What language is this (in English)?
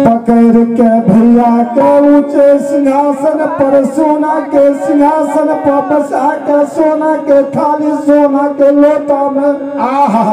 Maithili